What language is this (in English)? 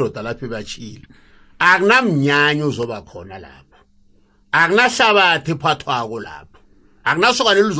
South Ndebele